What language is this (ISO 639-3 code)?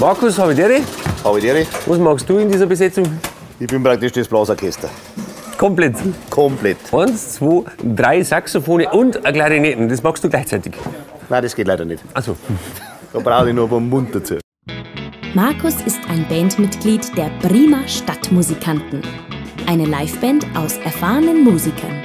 bar